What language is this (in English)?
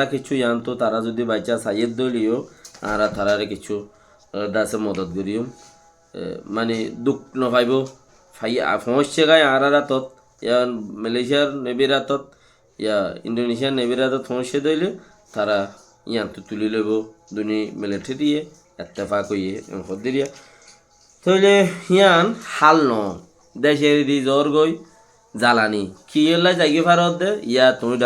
Rohingya